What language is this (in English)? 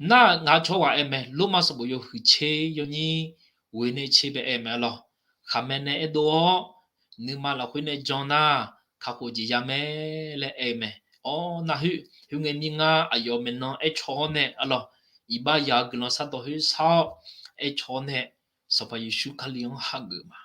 Akha